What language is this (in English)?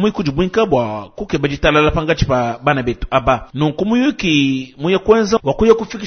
Luba-Lulua